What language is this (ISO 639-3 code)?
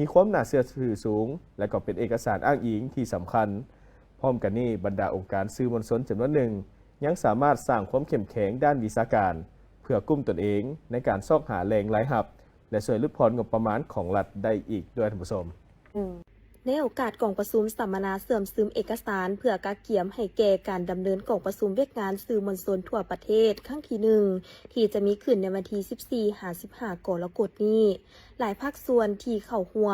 lao